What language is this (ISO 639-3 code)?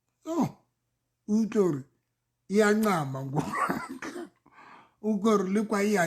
sot